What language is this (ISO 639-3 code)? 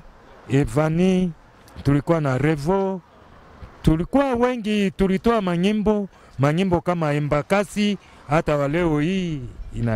swa